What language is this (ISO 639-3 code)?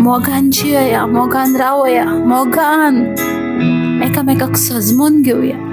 kok